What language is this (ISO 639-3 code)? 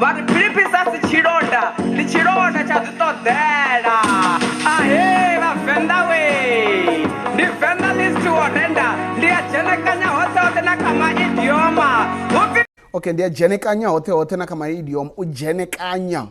ven